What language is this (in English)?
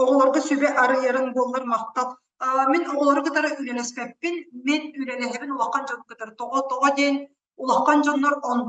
Yakut